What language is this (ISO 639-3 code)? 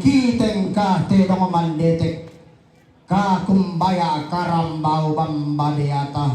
sda